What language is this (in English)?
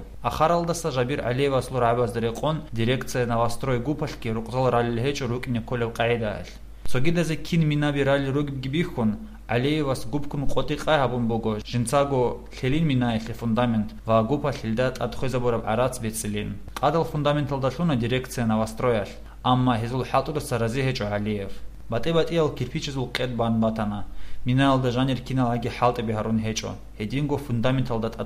Avaric